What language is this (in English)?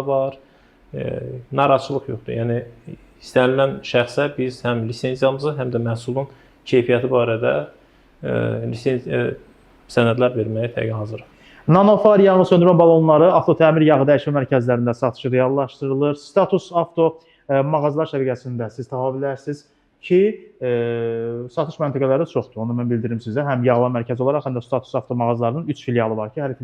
Azerbaijani